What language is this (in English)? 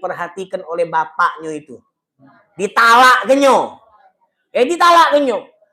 Musi